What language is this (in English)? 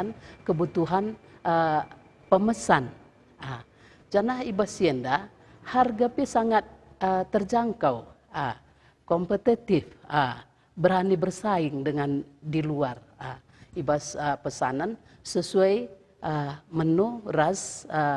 Batak Karo